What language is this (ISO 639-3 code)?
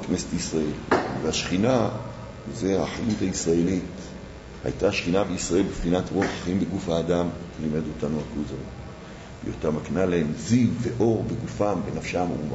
heb